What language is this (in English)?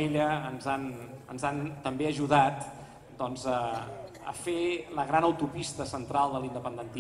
Catalan